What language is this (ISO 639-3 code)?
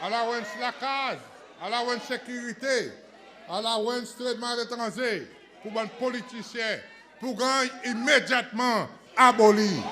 crs